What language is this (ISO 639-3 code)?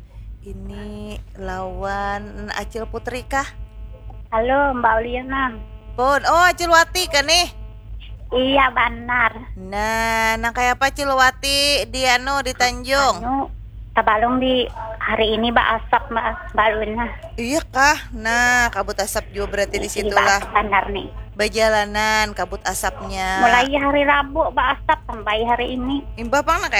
bjn